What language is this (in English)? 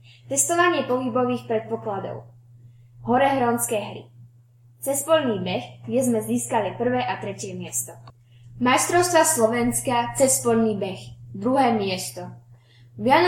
Slovak